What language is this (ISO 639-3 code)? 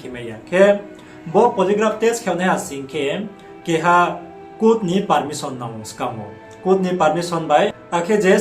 ria